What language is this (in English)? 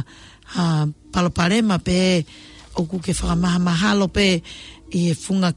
Tongan